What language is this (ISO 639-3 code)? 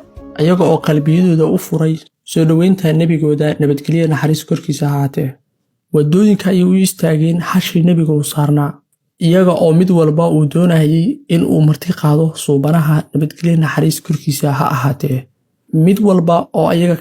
som